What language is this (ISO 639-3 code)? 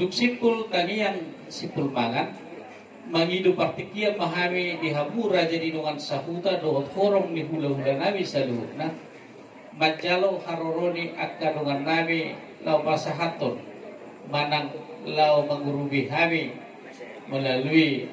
bbc